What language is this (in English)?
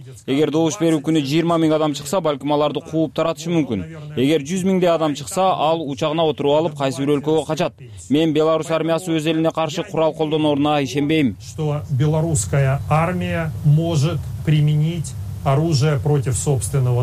Kyrgyz